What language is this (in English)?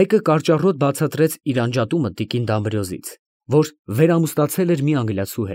Armenian